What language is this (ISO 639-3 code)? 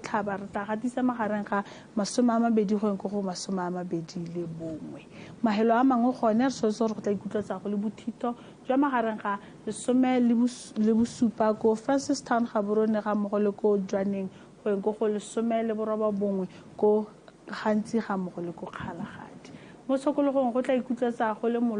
tsn